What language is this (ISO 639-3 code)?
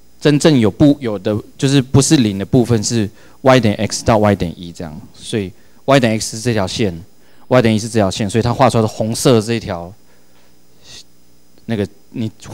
zho